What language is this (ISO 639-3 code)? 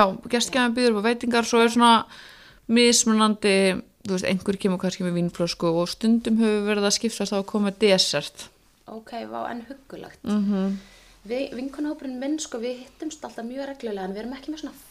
isl